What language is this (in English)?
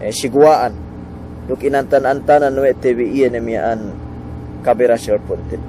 Yakan